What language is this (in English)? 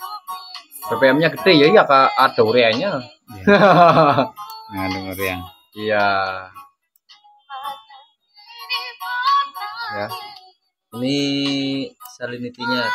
Indonesian